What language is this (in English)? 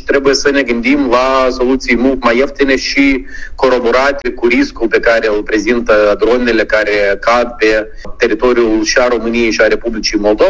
Romanian